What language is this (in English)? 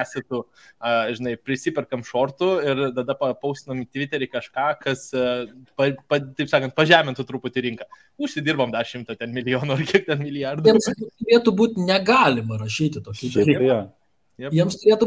Lithuanian